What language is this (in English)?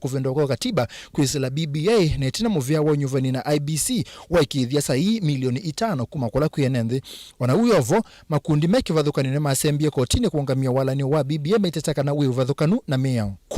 Kamba